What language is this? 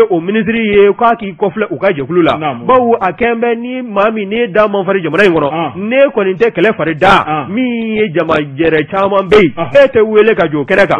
Bambara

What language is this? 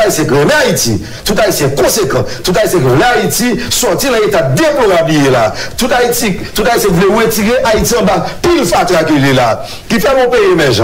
Haitian Creole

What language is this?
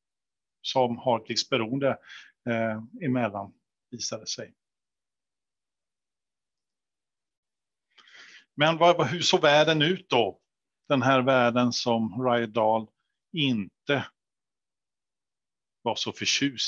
Swedish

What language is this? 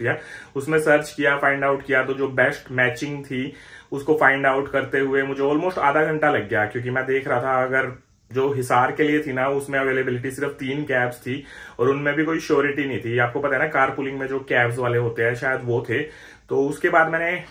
Hindi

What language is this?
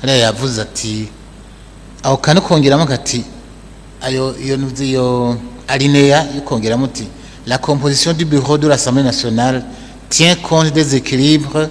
Rundi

